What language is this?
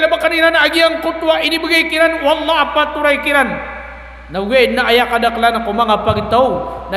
Maranao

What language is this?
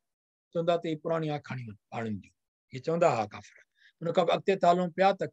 Sindhi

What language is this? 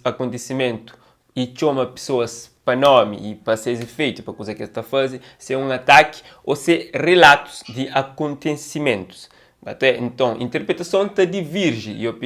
Kabuverdianu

